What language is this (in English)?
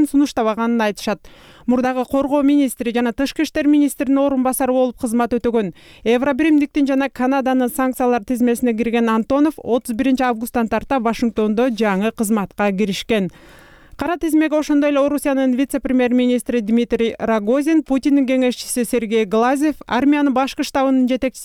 Kyrgyz